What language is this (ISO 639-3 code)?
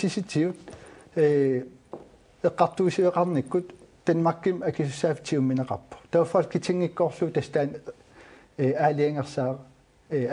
kal